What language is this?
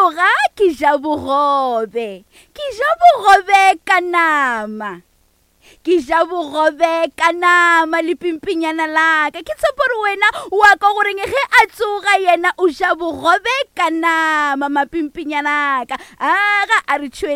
Northern Sotho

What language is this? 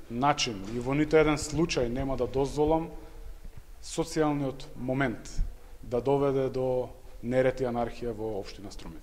Macedonian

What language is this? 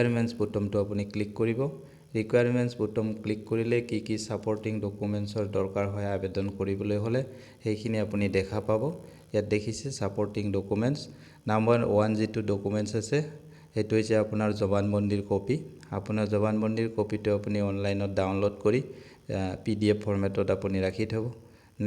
Assamese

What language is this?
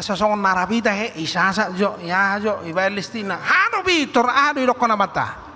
Batak Toba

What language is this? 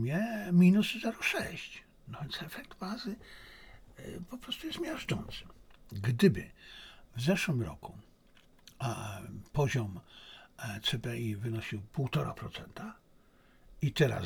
Polish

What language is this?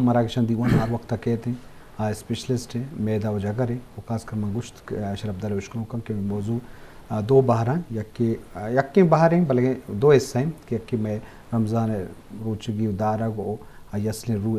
Eastern Balochi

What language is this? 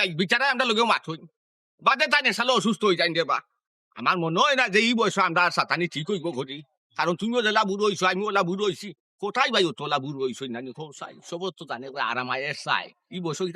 Sylheti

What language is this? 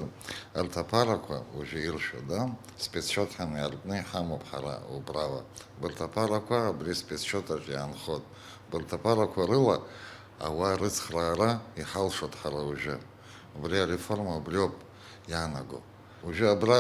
Abkhazian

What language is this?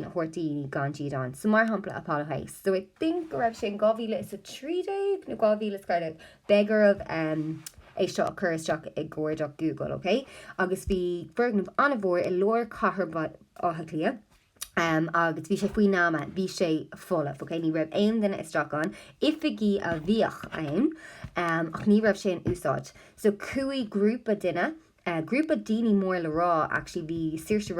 Irish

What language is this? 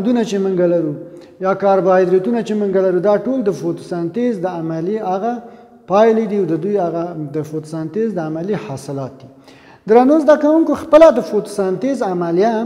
Pashto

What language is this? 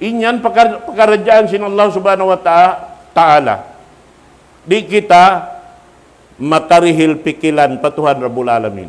Tausug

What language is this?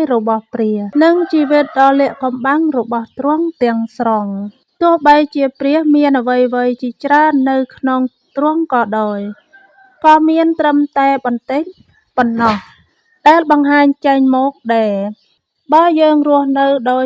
Khmer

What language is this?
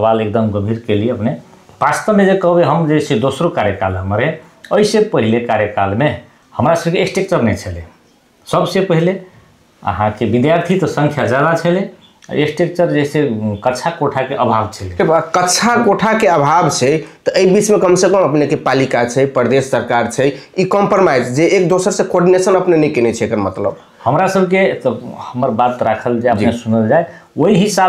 Maithili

